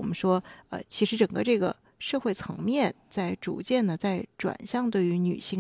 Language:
Chinese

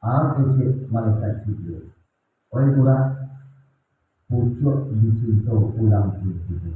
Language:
Minangkabau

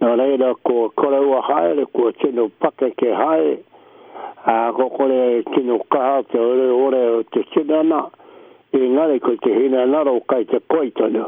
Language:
Māori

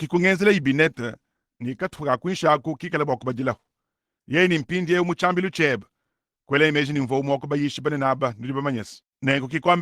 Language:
Luba-Lulua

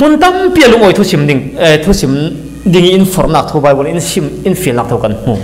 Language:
Falam Chin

